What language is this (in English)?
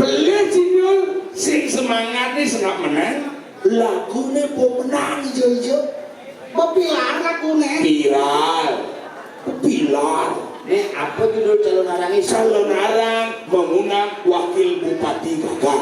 Balinese